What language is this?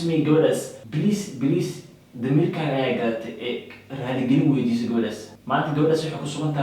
Somali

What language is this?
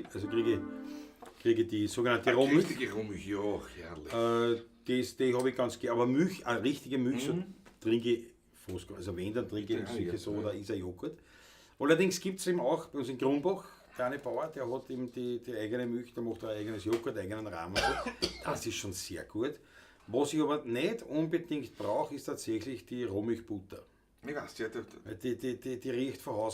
Bavarian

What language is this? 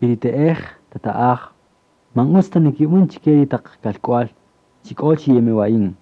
Kaqchikel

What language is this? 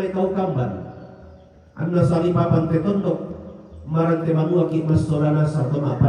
Toraja-Sa'dan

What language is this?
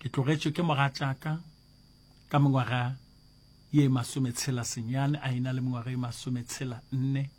Northern Sotho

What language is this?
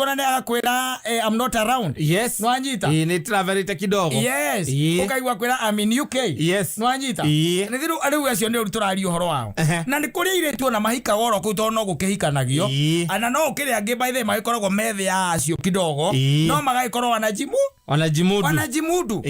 Kikuyu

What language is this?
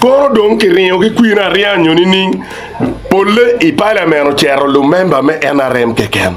Acoli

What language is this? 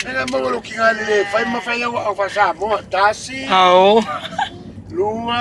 Samoan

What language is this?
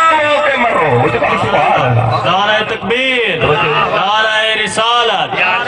Saraiki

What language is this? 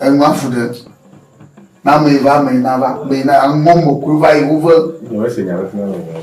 Ewe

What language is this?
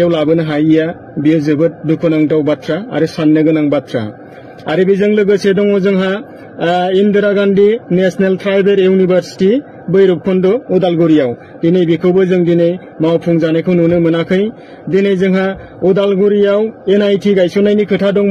Bodo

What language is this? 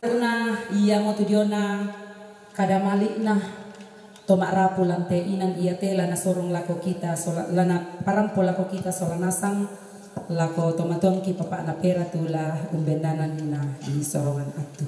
Toraja-Sa'dan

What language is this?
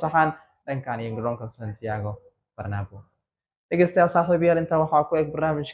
Somali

